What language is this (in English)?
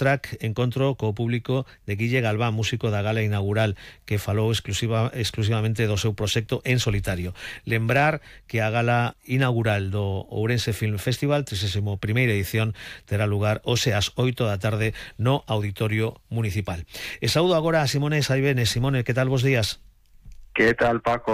Galician